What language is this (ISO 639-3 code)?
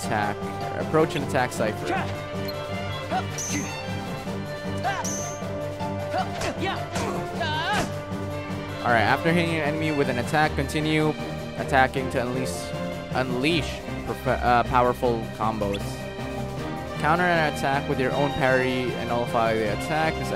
eng